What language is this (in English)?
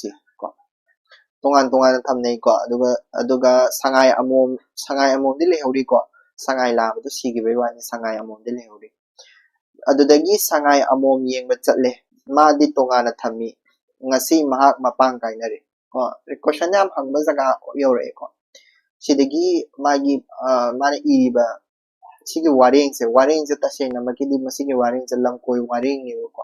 Manipuri